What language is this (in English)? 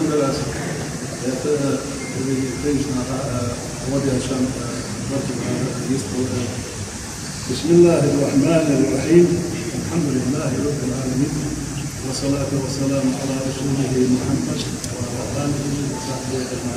Ingush